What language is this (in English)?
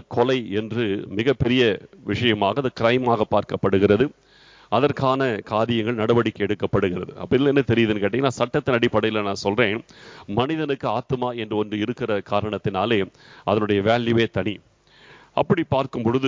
Tamil